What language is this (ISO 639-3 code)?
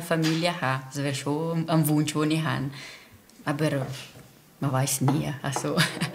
gsw